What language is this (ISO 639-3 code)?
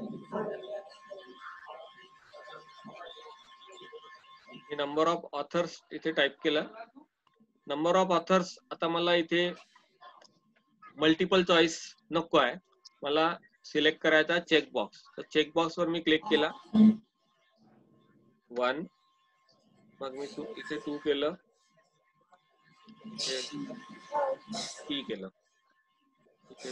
mar